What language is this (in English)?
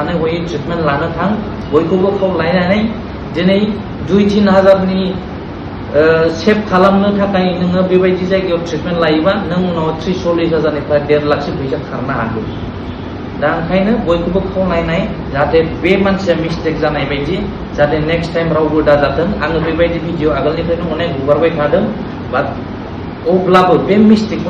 Bodo